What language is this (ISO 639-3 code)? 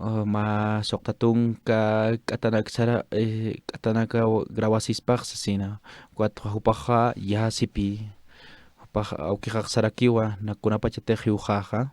aym